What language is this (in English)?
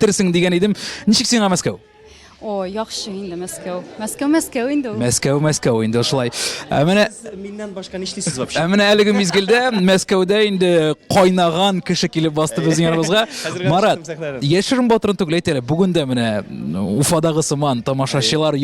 Tatar